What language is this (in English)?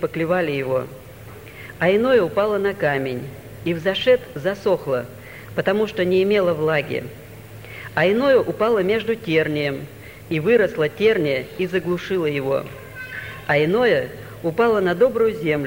Russian